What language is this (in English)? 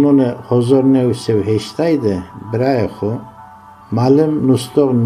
Zaza